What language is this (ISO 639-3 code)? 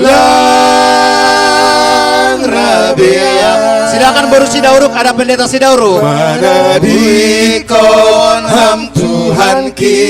bts